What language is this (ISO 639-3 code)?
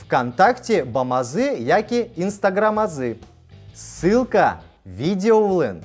udm